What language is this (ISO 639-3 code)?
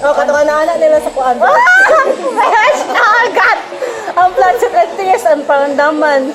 ceb